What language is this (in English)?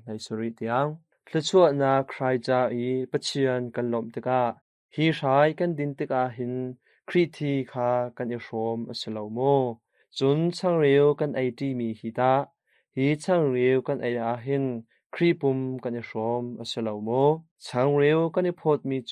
Hakha Chin